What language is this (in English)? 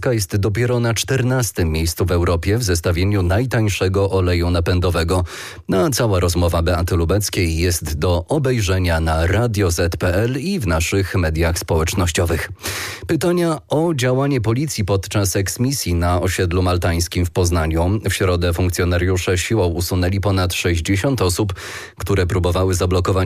Polish